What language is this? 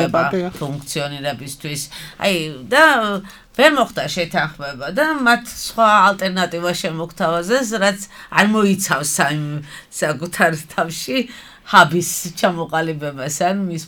Georgian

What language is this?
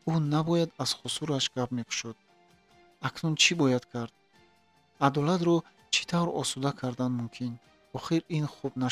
Tajik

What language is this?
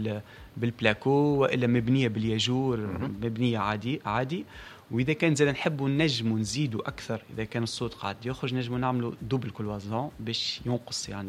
Tunisian Arabic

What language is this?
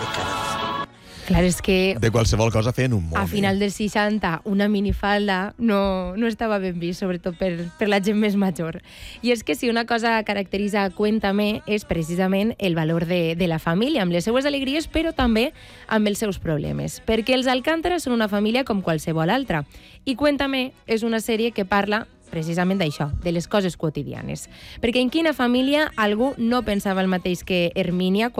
Catalan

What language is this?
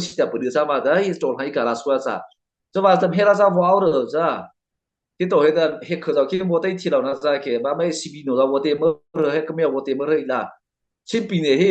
Mara Chin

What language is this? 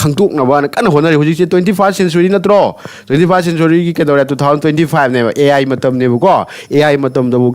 Manipuri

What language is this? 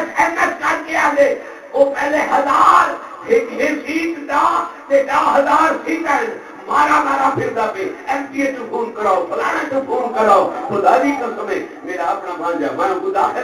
Saraiki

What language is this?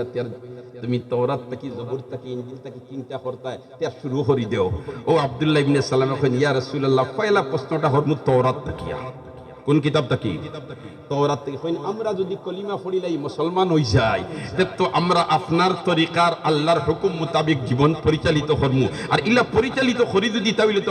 Sylheti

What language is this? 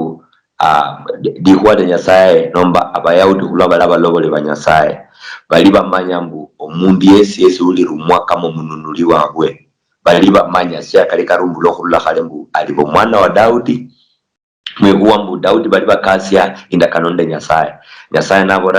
Luyia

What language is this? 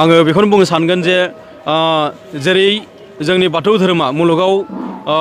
Bodo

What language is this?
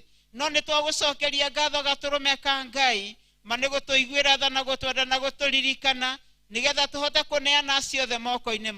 Kikuyu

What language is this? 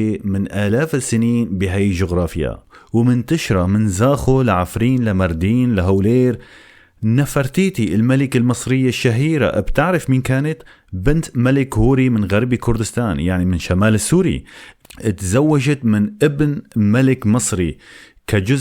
North Levantine Arabic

